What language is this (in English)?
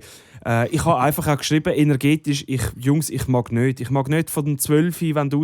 Swiss German